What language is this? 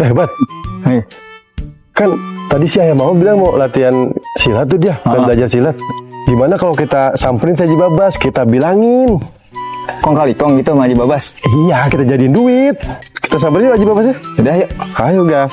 Betawi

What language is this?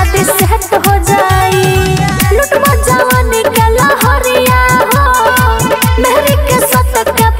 Bhojpuri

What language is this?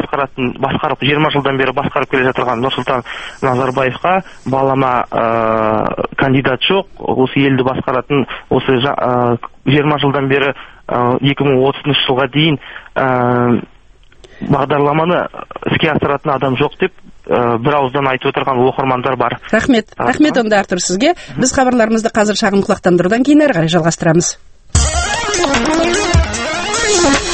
Kazakh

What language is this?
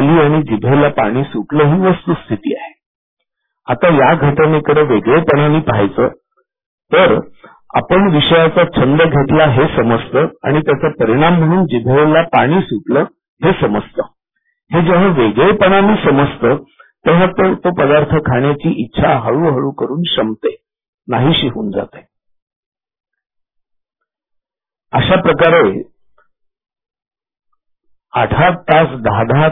Marathi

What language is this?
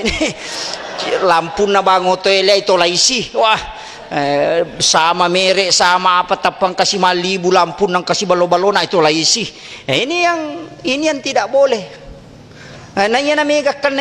Buginese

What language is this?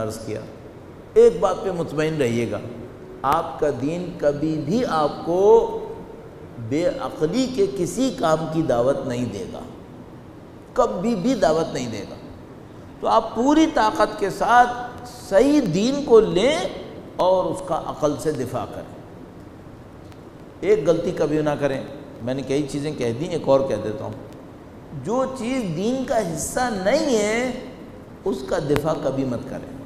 Urdu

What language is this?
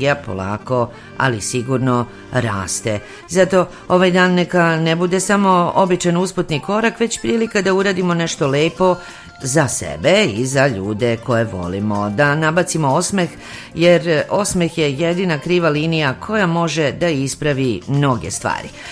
Serbian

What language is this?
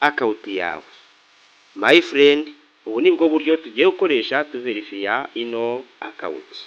Kinyarwanda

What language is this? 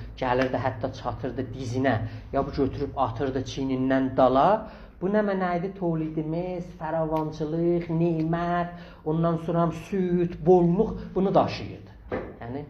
South Azerbaijani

